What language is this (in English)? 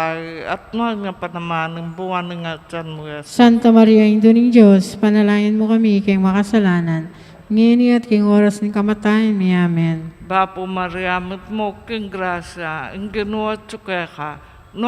Pampanga